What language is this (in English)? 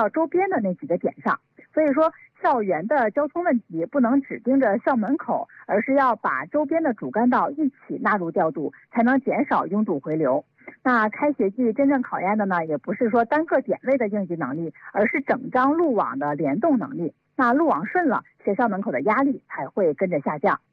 Chinese